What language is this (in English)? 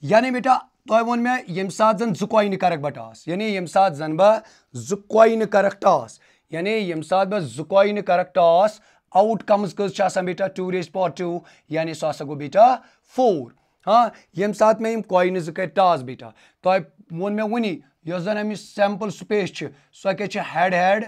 Kashmiri